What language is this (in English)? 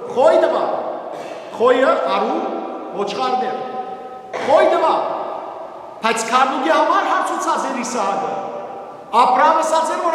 Western Armenian